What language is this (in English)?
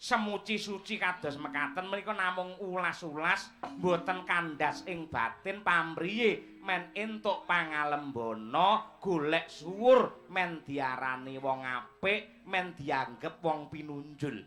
Javanese